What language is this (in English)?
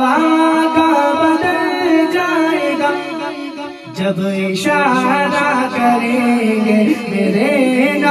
Urdu